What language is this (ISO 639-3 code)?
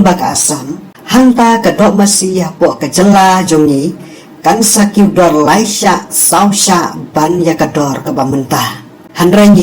kha